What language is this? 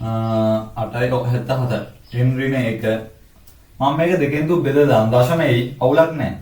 Sinhala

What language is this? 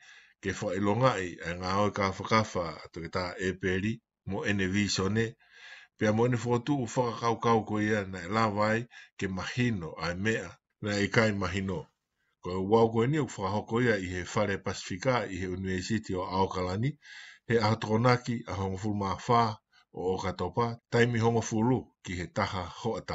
Tongan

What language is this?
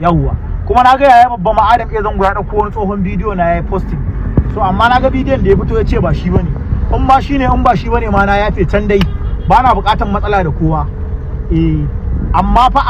Hausa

